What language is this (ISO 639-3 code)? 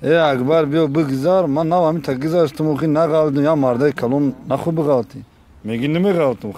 tgk